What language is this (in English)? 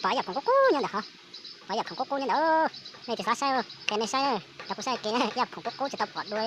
Hmong